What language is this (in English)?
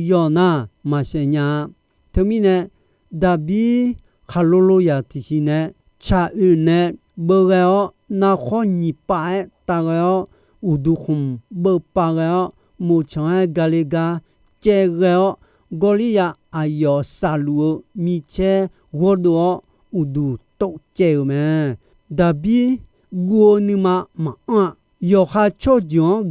Akha